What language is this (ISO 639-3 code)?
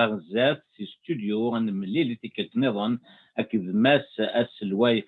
kab